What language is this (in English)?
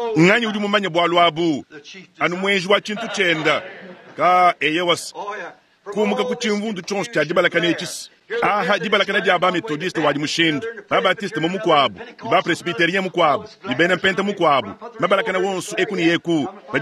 Luba-Lulua